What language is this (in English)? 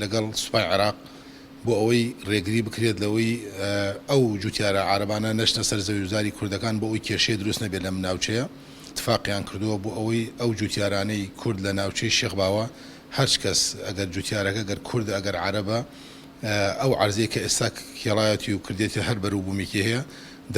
Central Kurdish